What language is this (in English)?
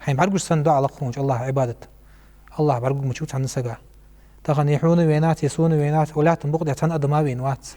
Ingush